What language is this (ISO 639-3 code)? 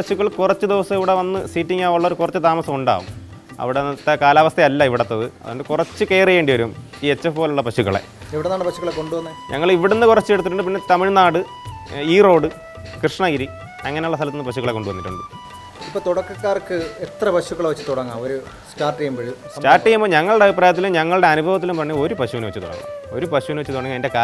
mal